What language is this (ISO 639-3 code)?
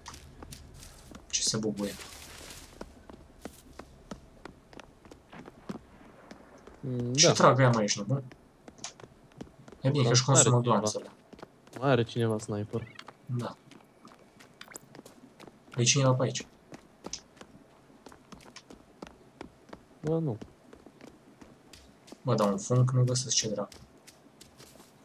ron